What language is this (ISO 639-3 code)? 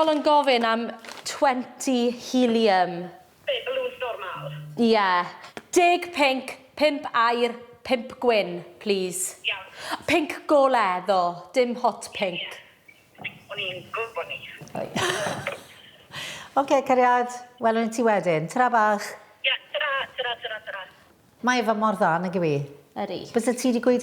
cym